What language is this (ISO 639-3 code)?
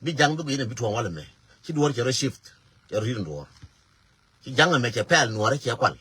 nus